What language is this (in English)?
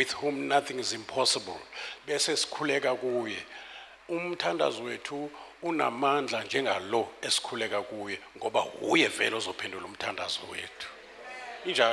Zulu